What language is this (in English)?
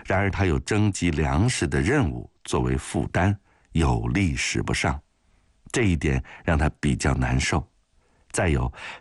Chinese